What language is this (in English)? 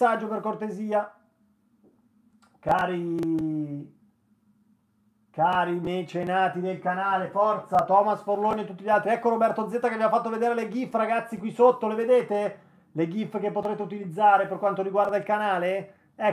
Italian